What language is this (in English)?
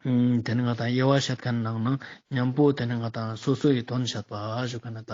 Ladakhi